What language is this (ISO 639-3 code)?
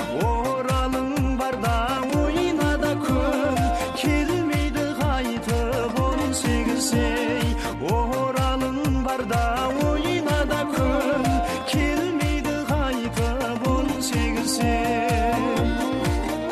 kaz